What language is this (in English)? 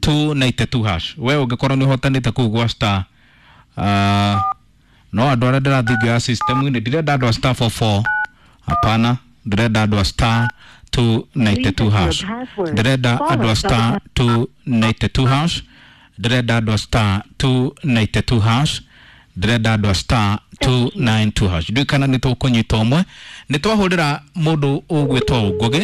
Kikuyu